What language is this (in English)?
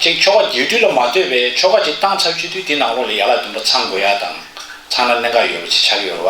Tibetan